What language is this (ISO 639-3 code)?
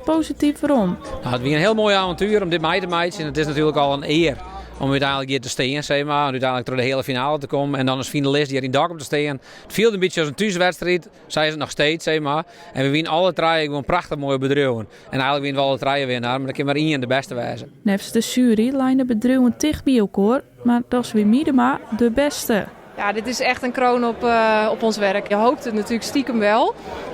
fry